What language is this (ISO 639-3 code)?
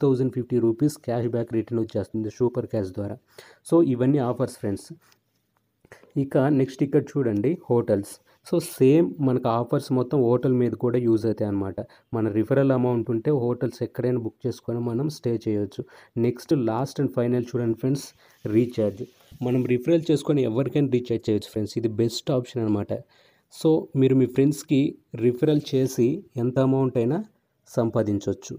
tel